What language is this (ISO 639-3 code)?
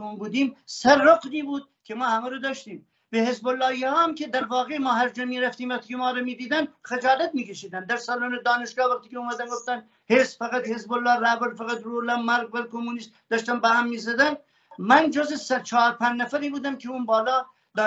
fas